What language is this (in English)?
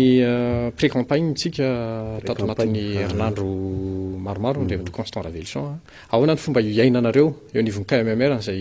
Malagasy